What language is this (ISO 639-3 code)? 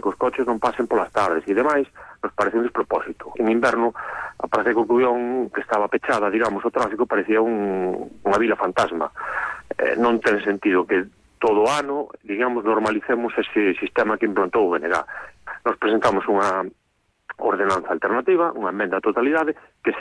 glg